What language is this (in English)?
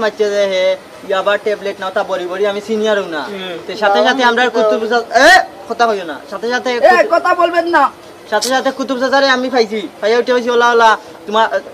Sylheti